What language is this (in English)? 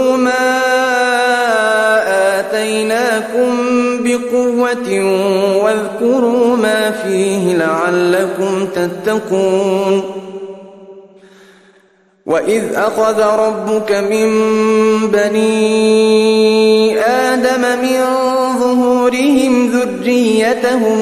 Arabic